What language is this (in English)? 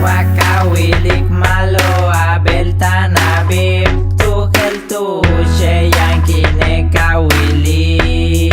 Yucateco